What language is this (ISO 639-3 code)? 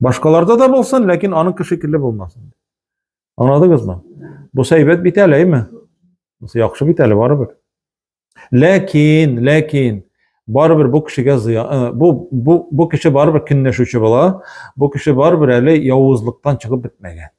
tat